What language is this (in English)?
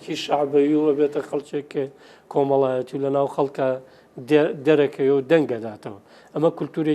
Central Kurdish